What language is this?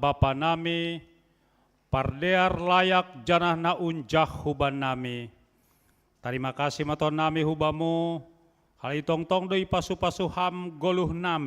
Batak Simalungun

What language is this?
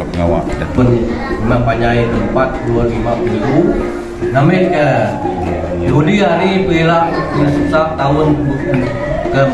Iban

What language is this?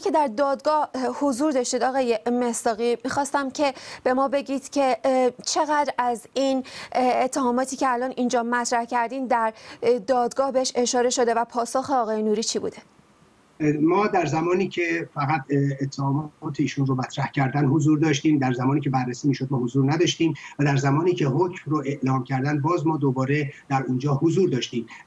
Persian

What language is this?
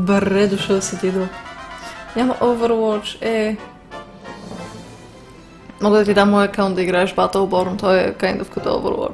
Bulgarian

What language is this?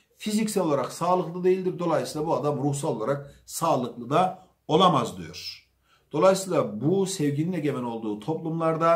Turkish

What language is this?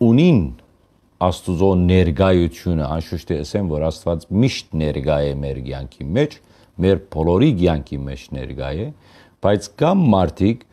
Western Armenian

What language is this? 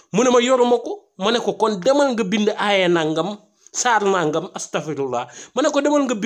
Wolof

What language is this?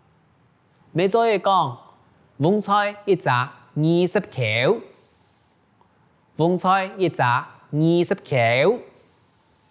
Hakka Chinese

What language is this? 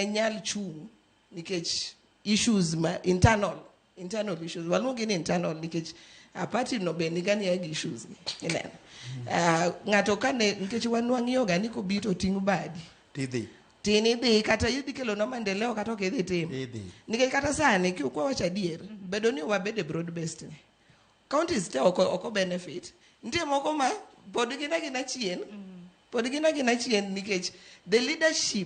Luo (Kenya and Tanzania)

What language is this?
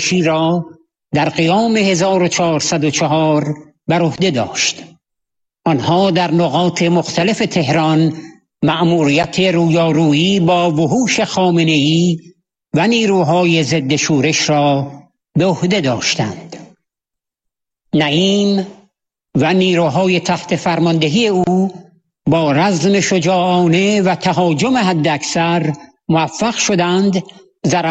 Persian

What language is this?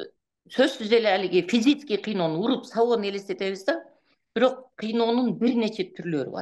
Kyrgyz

